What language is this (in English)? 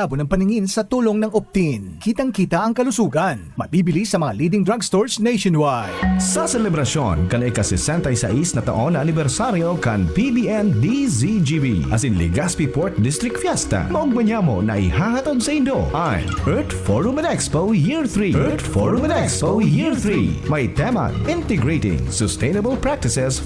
Bikol